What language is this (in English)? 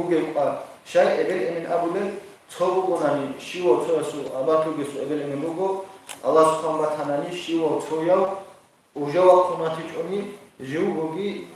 Avaric